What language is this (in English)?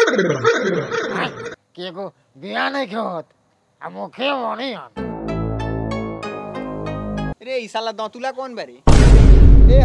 Bhojpuri